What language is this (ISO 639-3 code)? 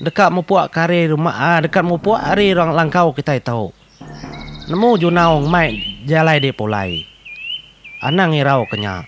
iba